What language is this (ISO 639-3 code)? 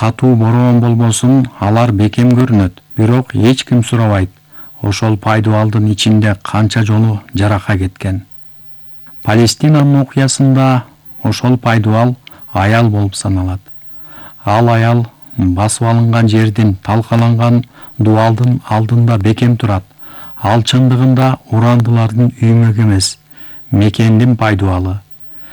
kir